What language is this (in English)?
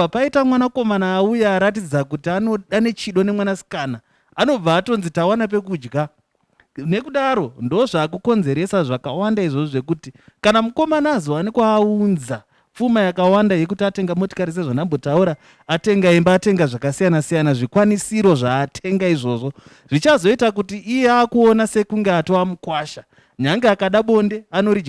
Shona